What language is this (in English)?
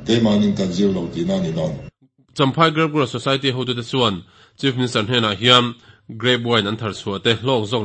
Mizo